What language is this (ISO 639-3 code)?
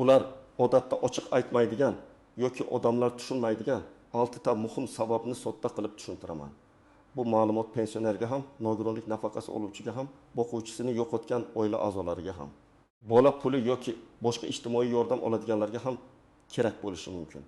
uzb